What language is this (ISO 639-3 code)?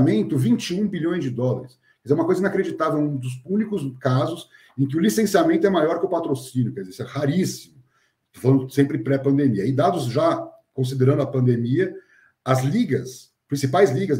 por